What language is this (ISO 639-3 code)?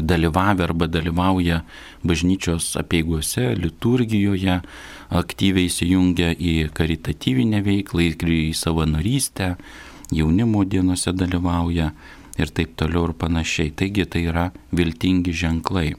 lit